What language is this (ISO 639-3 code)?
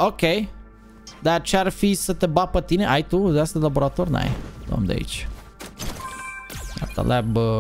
ron